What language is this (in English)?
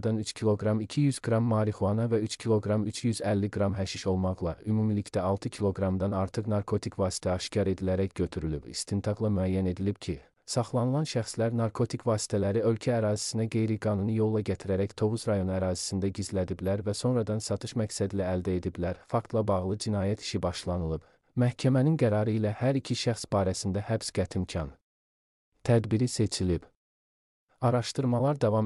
Azerbaijani